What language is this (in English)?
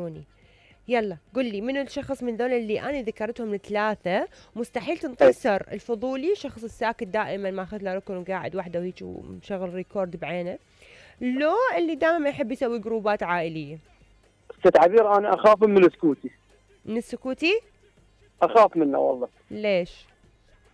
Mesopotamian Arabic